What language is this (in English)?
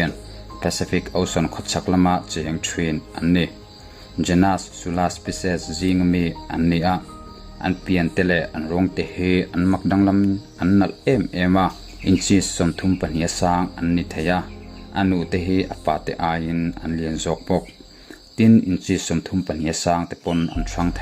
Mizo